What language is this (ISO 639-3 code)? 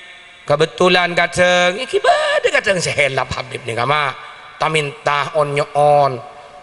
mad